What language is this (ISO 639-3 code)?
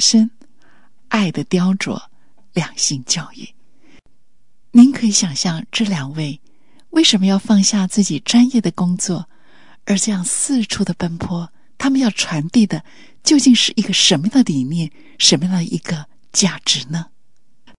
zho